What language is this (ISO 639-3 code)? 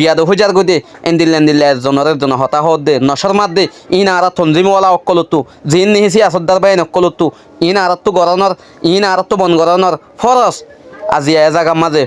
rhg